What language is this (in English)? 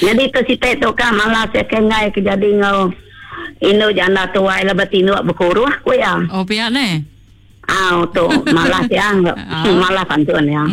Iban